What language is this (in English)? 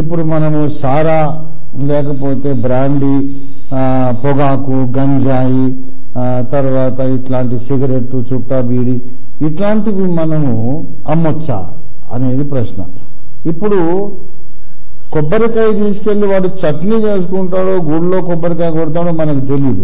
Telugu